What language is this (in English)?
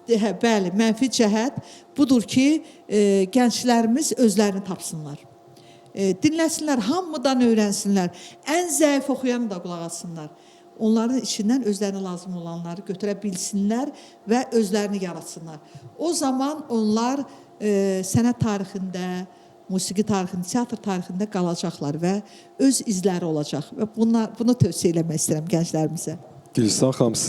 Azerbaijani